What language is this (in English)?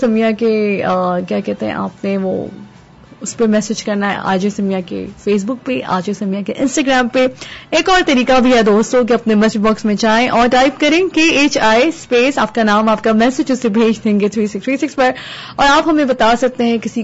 Urdu